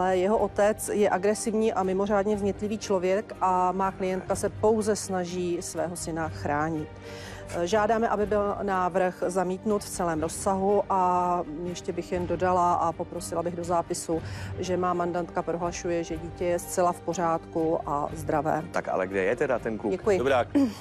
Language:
Czech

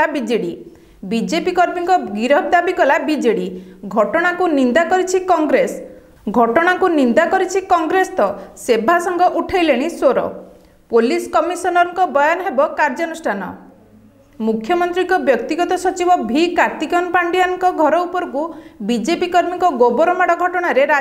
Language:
Odia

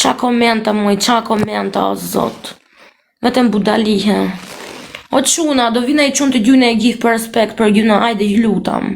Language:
Albanian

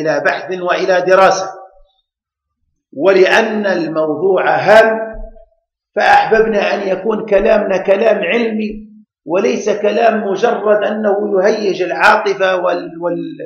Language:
Arabic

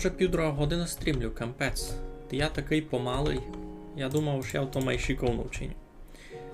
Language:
Rusyn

